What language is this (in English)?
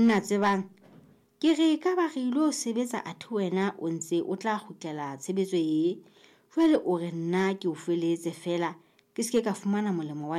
Southern Sotho